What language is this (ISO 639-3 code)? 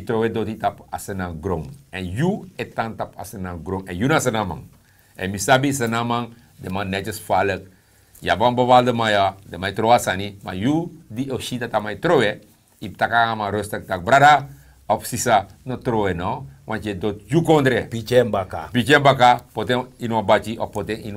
srn